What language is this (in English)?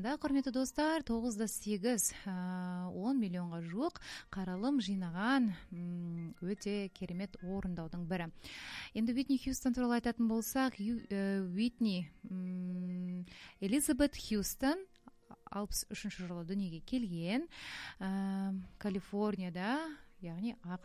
Kazakh